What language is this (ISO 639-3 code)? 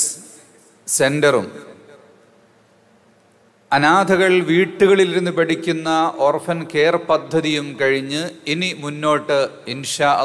mal